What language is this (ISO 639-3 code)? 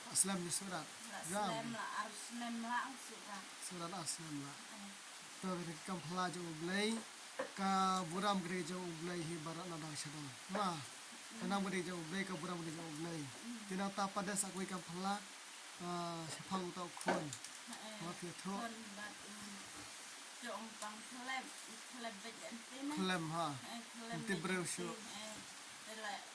kha